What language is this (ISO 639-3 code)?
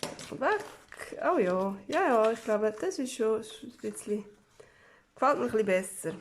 gsw